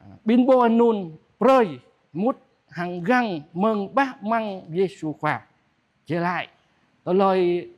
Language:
Jarai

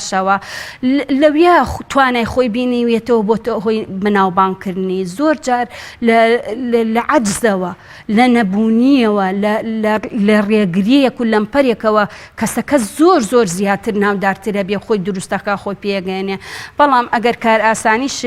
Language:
Central Kurdish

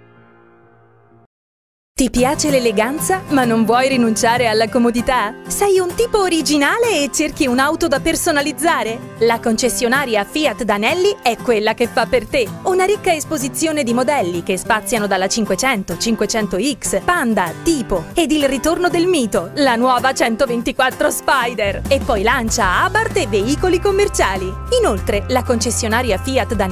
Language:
Italian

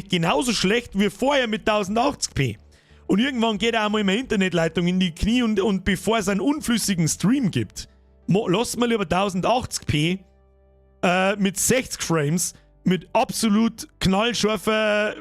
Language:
Bavarian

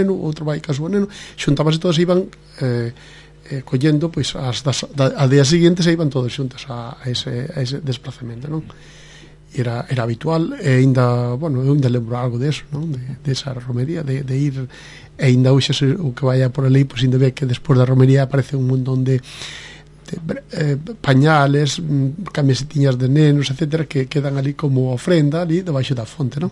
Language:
Galician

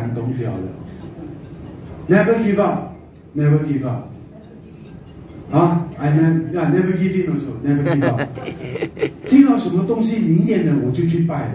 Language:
Chinese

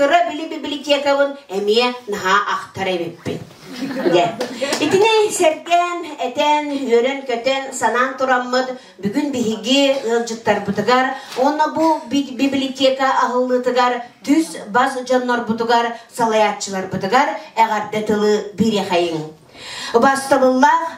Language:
Yakut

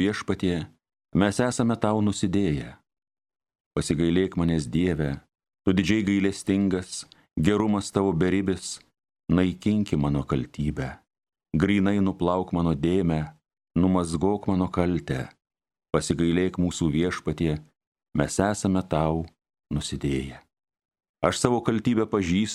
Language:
Lithuanian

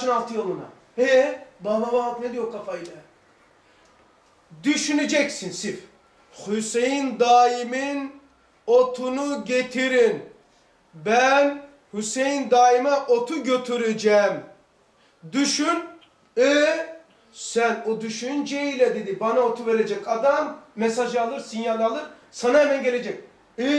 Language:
Turkish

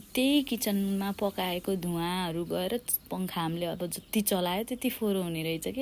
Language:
Nepali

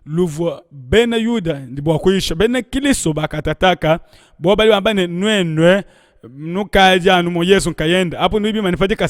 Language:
Luba-Lulua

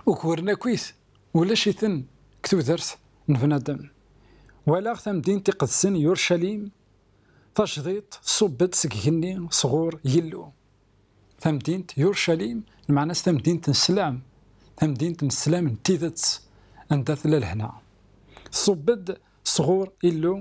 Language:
Kabyle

